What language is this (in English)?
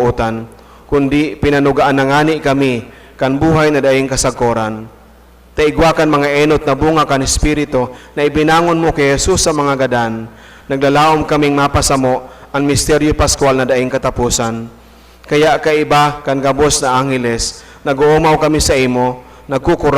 Bikol